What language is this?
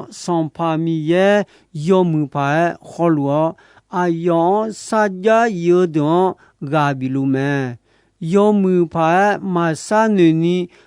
Akha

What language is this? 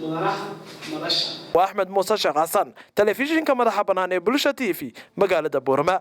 Somali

